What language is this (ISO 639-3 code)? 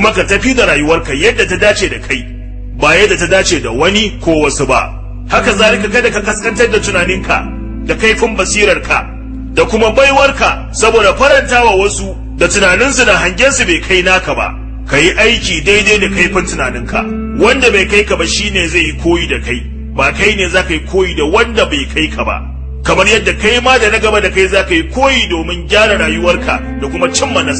hau